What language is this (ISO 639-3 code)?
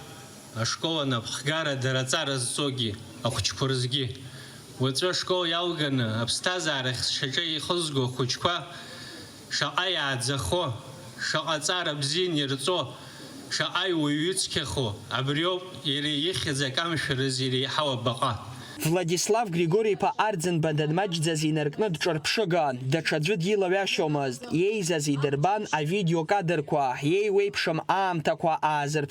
abk